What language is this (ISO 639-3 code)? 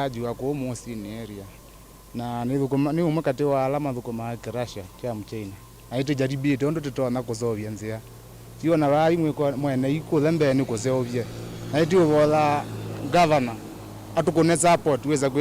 kam